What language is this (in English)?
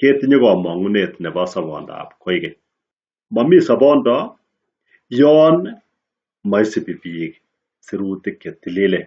Kalenjin